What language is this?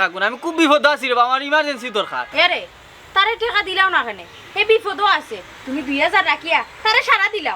Sylheti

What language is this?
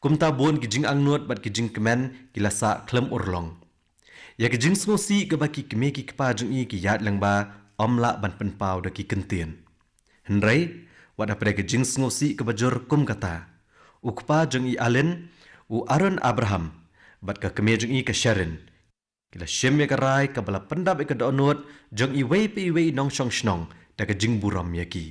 Khasi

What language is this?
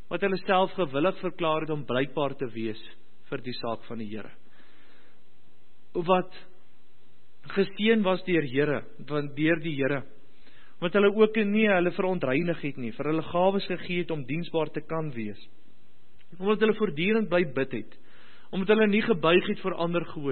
Afrikaans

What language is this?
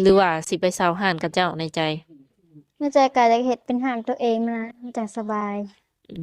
Lao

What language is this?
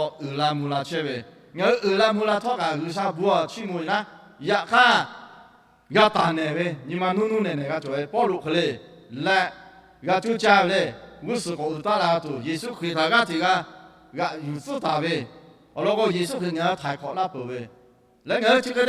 Lahu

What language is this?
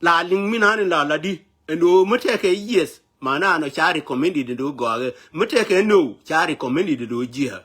Nuer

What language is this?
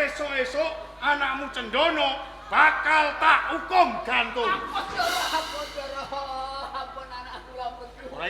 Javanese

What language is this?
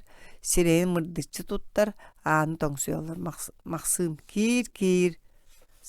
Yakut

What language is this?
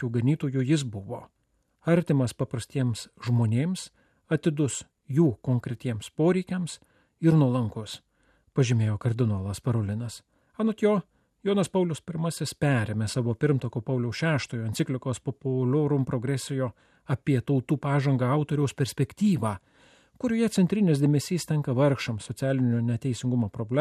Lithuanian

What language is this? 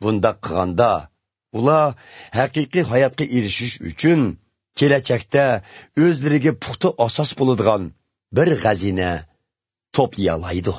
Uyghur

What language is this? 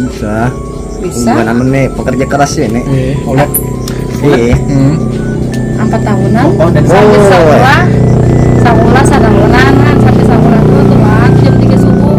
Banjar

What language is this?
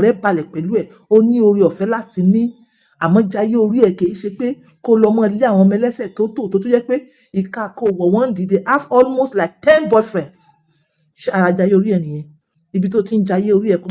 Yoruba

